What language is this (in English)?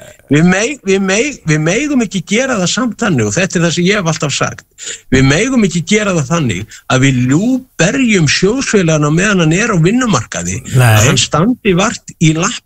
Icelandic